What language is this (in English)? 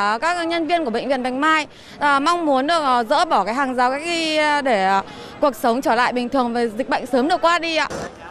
Vietnamese